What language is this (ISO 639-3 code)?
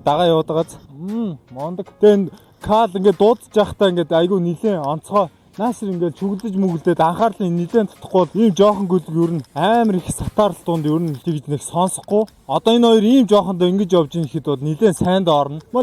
mon